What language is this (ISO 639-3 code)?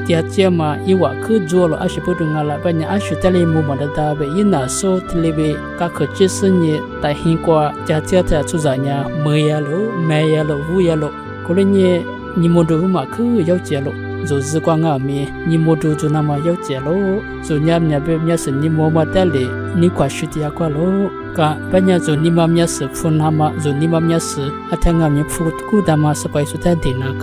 lis